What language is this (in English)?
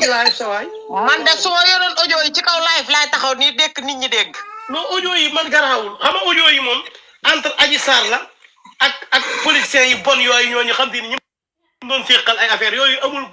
Wolof